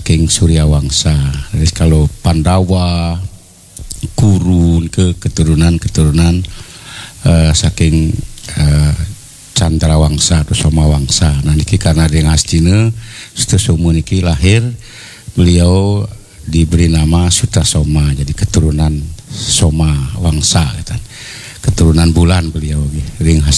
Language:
Balinese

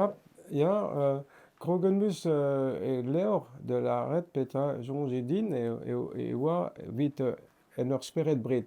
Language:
Breton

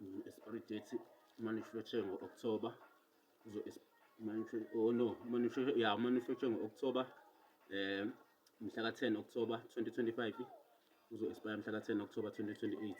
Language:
Zulu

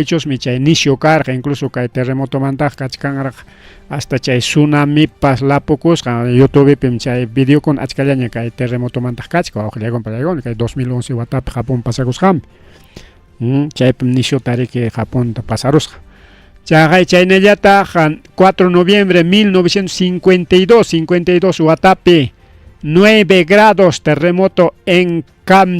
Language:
Ayacucho Quechua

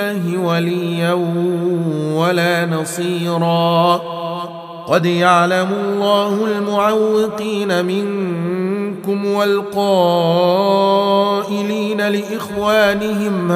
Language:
Arabic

